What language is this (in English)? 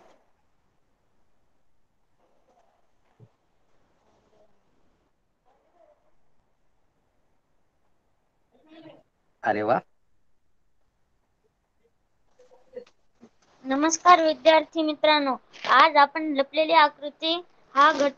Marathi